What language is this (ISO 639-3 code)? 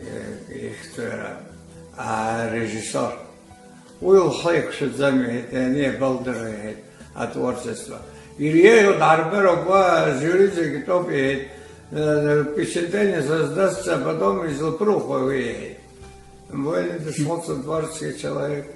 abk